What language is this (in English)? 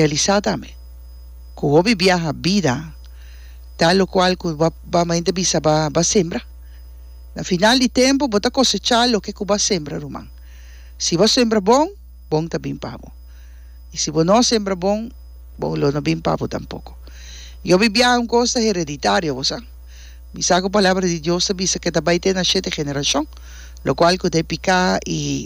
Papiamento